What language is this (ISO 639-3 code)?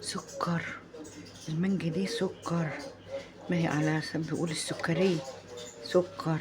arz